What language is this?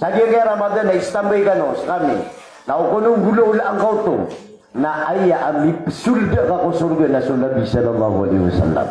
Maranao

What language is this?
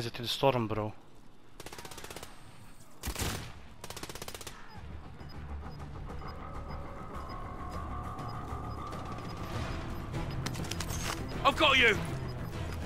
Dutch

